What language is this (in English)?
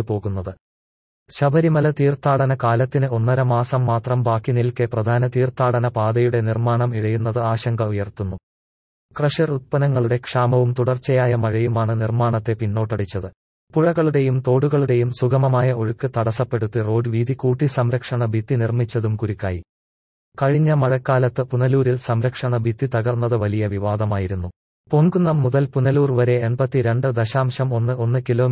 Malayalam